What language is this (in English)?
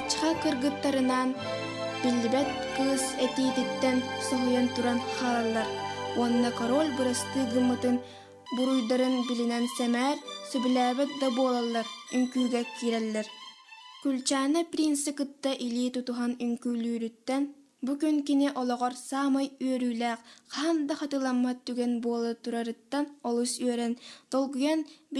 Yakut